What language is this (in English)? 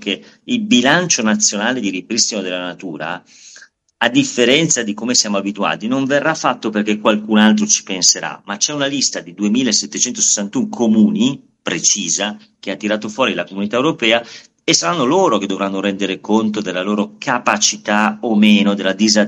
Italian